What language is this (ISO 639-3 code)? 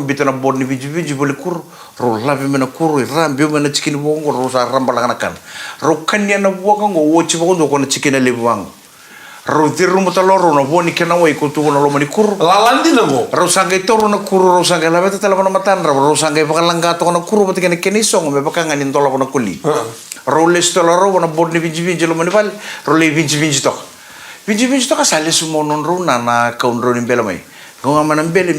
fij